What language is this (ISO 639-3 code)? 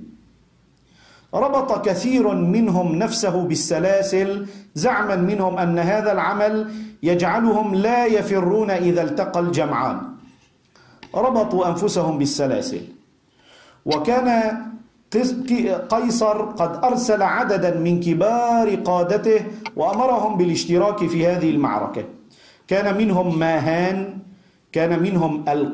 ara